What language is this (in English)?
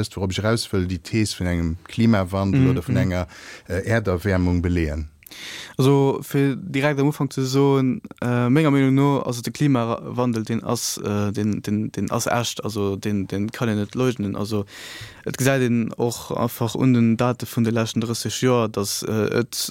Luxembourgish